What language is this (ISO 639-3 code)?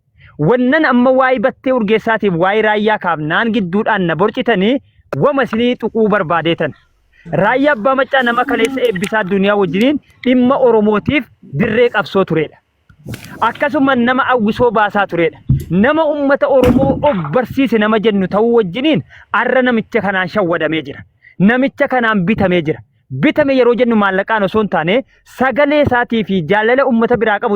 orm